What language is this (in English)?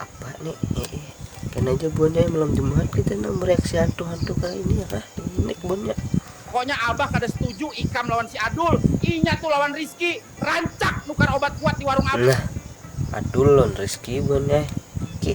Banjar